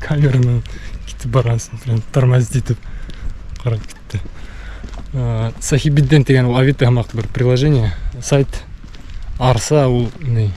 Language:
Bashkir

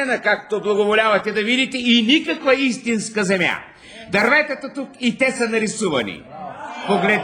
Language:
Bulgarian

